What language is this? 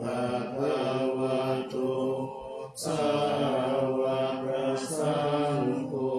Pali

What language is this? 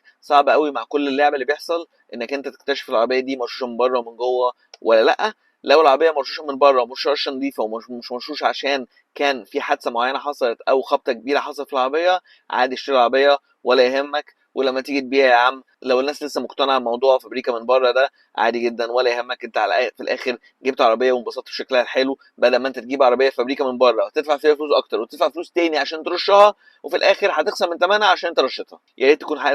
Egyptian Arabic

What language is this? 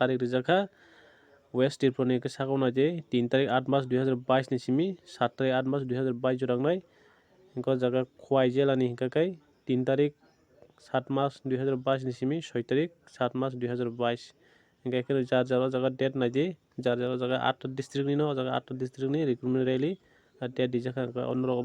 Kok Borok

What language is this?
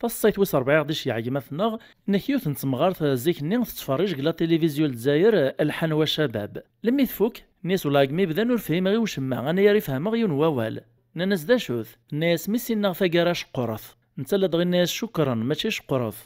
Kabyle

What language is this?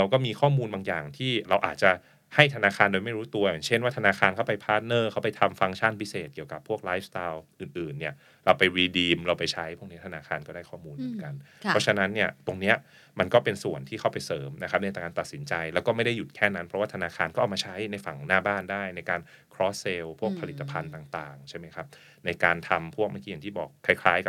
Thai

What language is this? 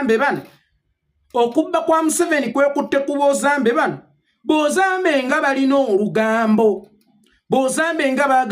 Ganda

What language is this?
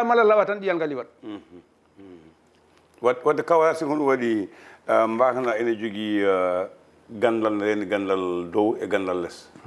Fula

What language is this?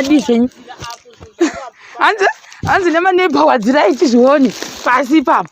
Shona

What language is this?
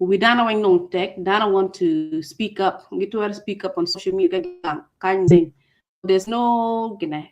Acoli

